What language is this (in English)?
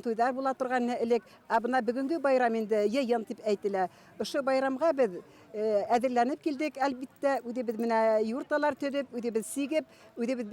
Bashkir